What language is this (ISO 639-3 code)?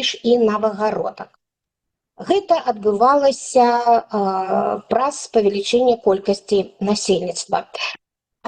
bel